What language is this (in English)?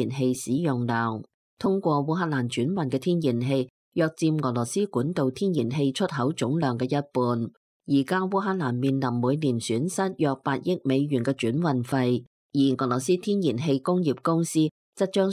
Cantonese